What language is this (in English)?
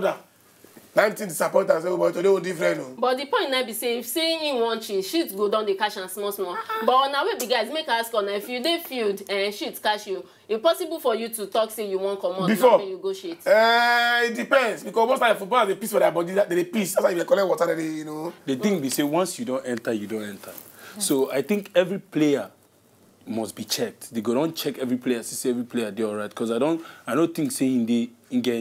Nigerian Pidgin